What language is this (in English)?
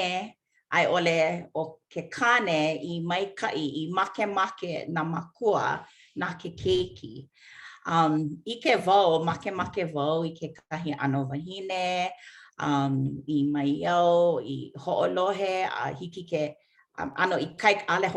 Hawaiian